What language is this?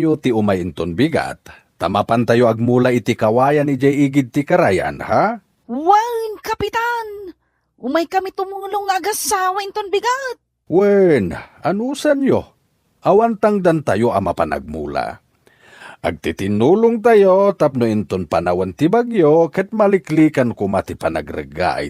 Iloko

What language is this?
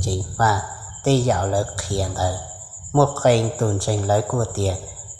Hmong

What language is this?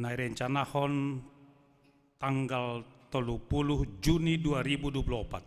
Batak Simalungun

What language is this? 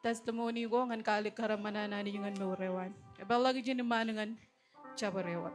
Marshallese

